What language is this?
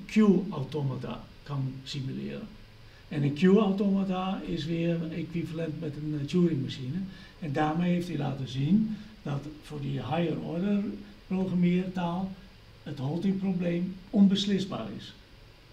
Dutch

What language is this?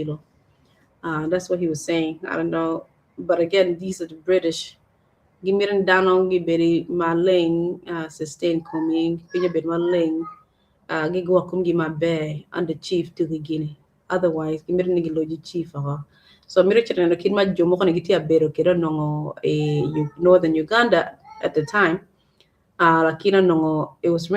Acoli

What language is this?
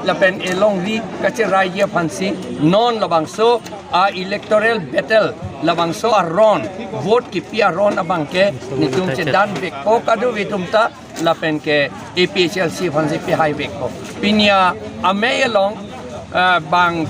Karbi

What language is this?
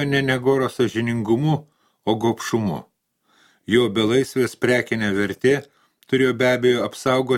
Lithuanian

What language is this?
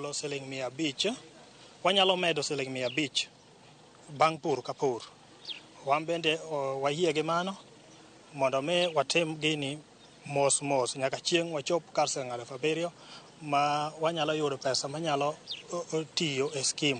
Luo (Kenya and Tanzania)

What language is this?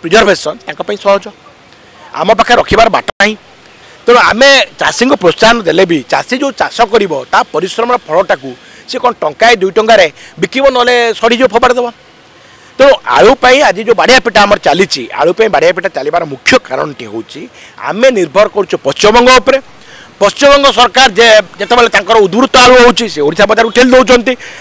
Odia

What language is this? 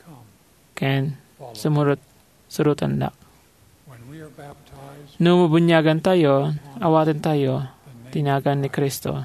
Iloko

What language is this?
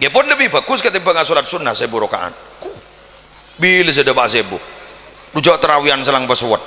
Madurese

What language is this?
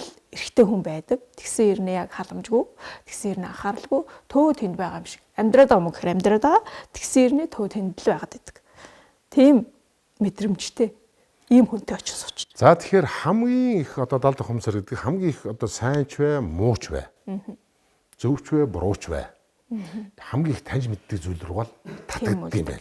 Mongolian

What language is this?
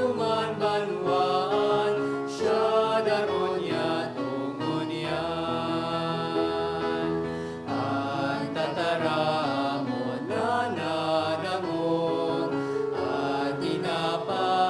Bikol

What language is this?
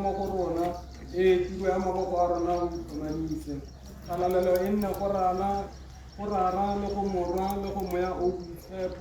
Tswana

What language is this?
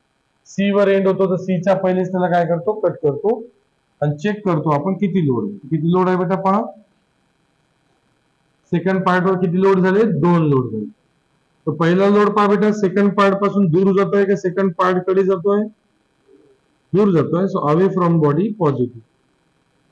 Marathi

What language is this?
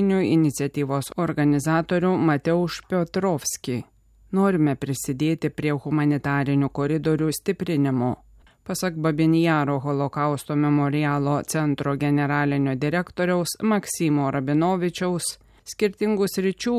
Lithuanian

